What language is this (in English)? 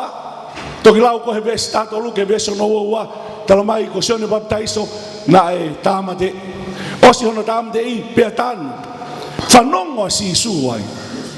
Tongan